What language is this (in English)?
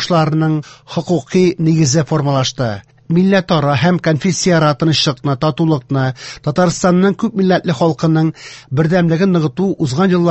Tatar